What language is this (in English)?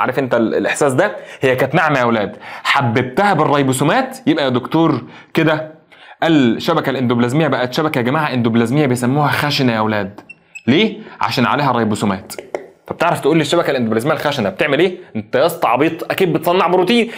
Egyptian Arabic